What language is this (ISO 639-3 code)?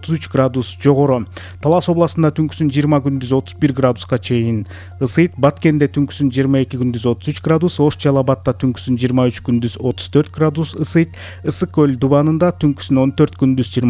kir